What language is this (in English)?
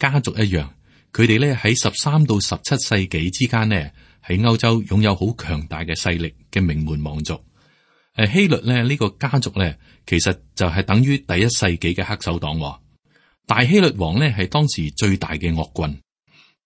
Cantonese